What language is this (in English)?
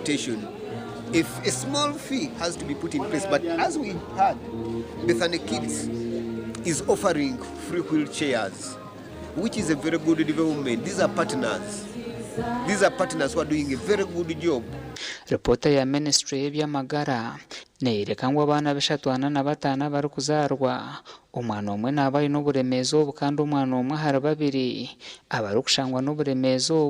Nyankole